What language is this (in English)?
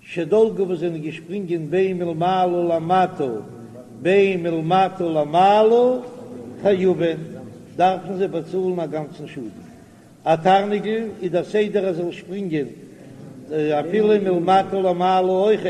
Yiddish